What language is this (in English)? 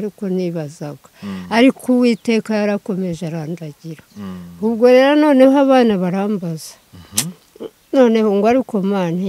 Kinyarwanda